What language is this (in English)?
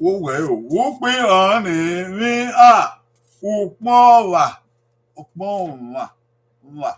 Bini